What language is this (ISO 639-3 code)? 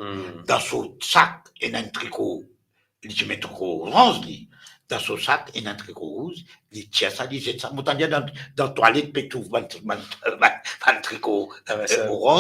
mfe